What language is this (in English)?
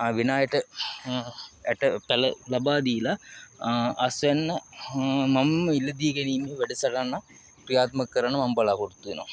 Sinhala